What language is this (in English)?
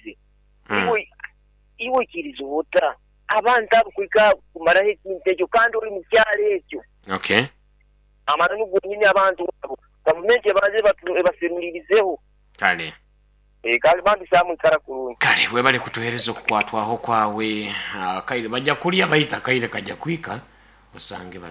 Nyoro